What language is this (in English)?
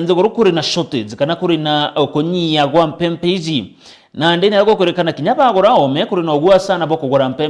Meru